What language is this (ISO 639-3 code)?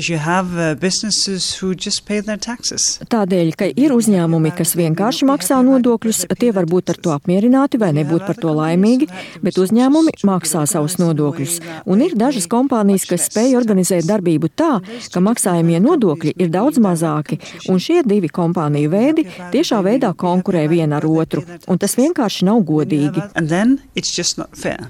lav